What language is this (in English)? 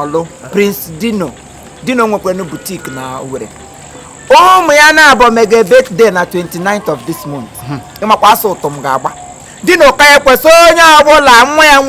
Igbo